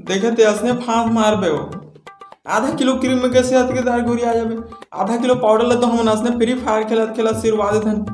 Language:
Chhattisgarhi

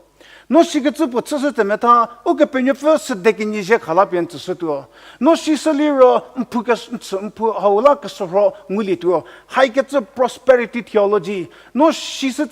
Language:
Angami Naga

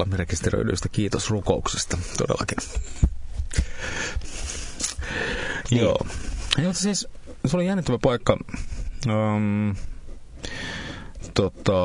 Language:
Finnish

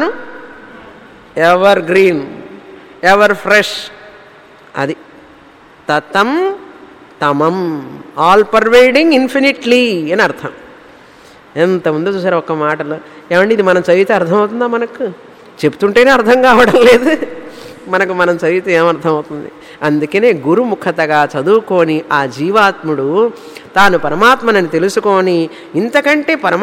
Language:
Telugu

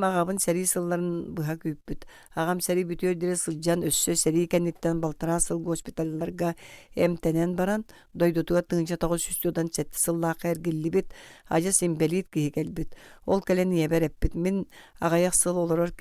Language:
Yakut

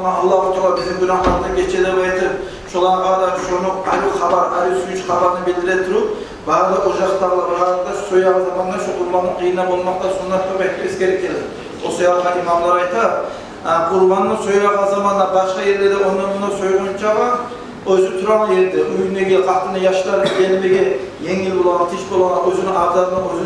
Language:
Kumyk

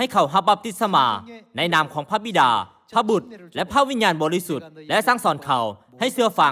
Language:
Lao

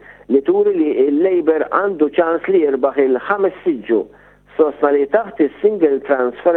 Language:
Maltese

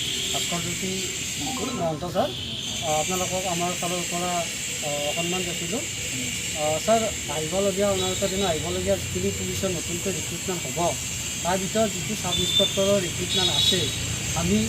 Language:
Assamese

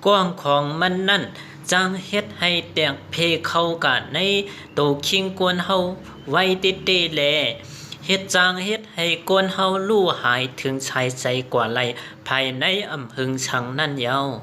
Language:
Shan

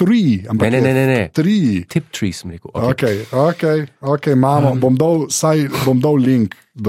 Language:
Slovenian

